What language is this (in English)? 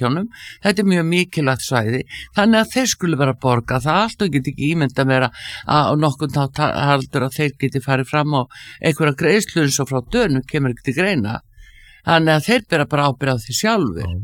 Icelandic